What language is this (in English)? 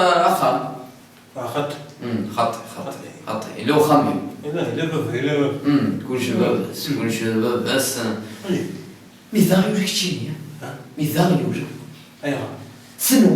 Kabyle